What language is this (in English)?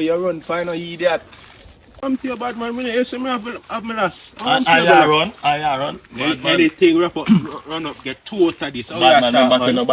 Jamaican Creole English